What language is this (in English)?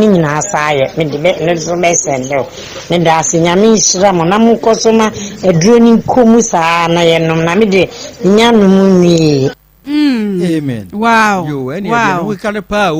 Akan